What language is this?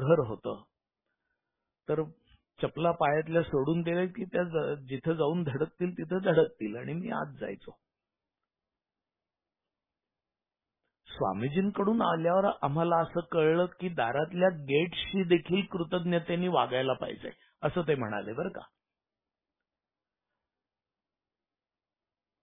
Marathi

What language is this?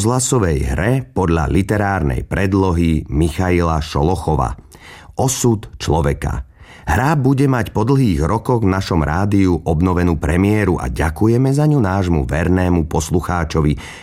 Slovak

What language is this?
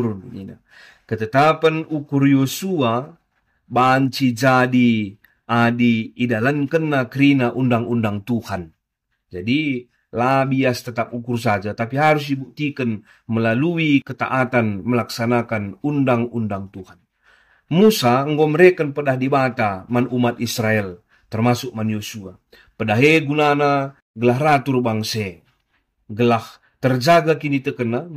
Batak Karo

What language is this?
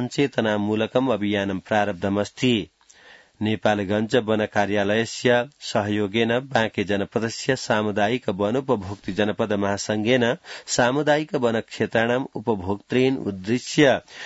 Sanskrit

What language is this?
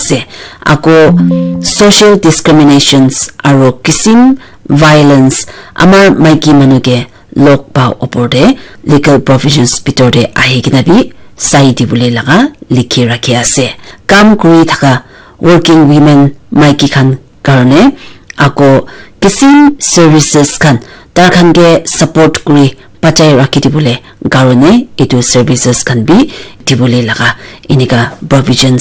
Naga Pidgin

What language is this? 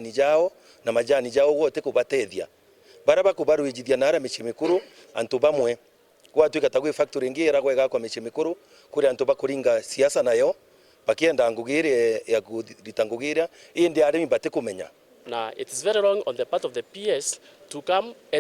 Meru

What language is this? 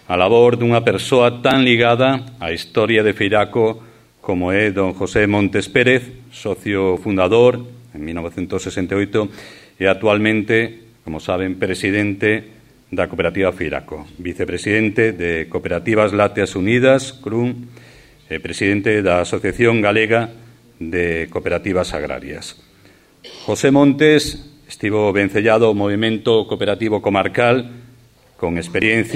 Galician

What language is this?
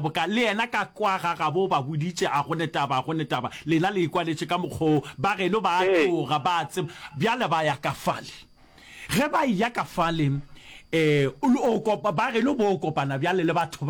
Northern Sotho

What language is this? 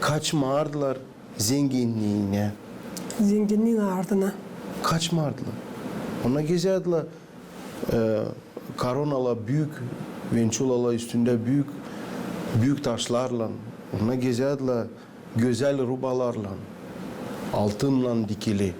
Gagauz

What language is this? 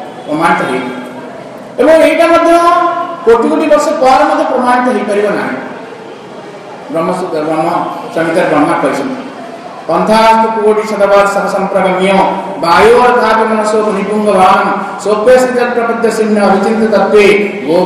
Odia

